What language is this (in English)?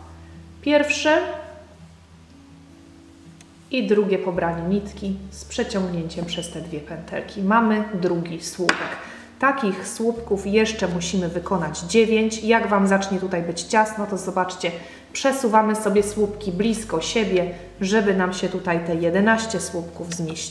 Polish